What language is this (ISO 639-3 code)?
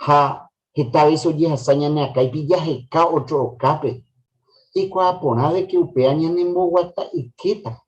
grn